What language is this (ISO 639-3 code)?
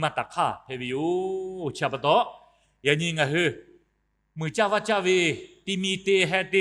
lhu